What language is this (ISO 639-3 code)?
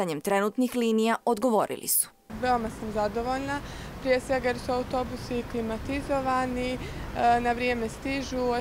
bos